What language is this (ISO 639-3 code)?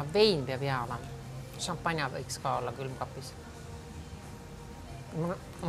est